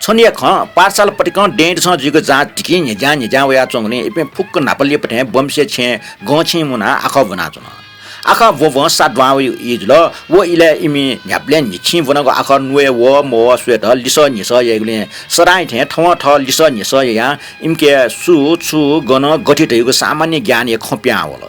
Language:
Newari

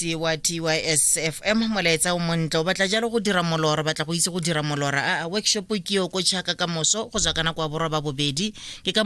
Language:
Tswana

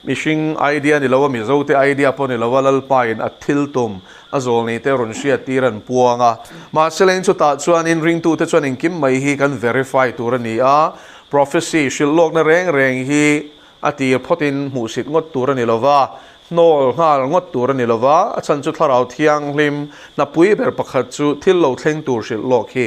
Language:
Mizo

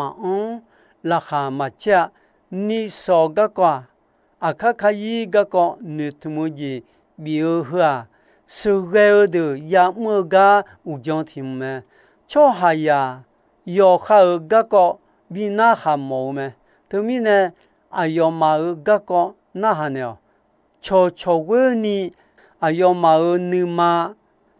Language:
Akha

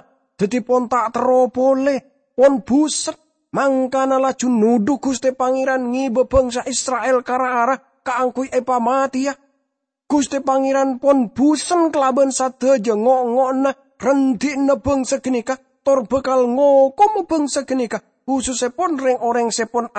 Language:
Madurese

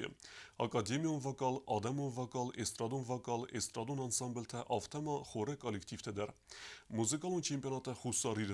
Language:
Ossetic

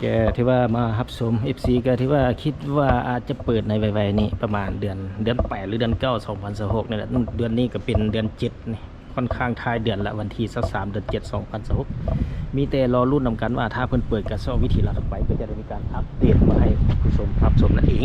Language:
Lao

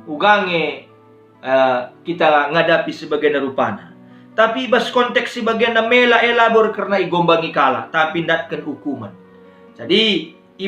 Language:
Batak Karo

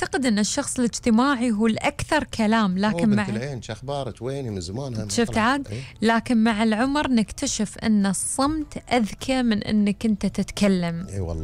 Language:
Gulf Arabic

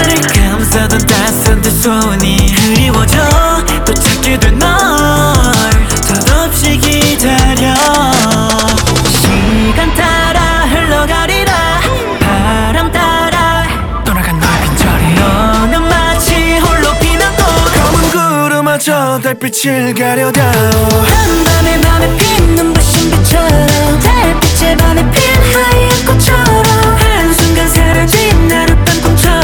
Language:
Korean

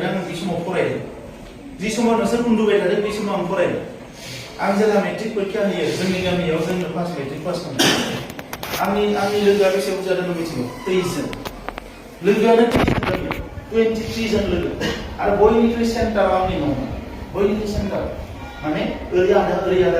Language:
Bodo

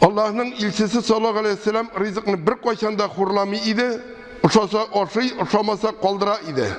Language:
Tatar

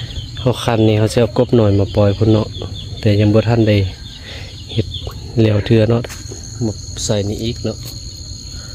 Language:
Lao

